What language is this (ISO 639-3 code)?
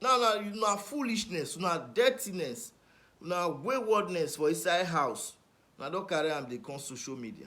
pcm